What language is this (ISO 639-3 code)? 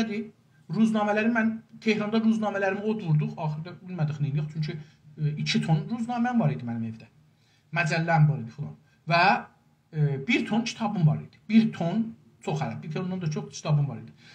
azb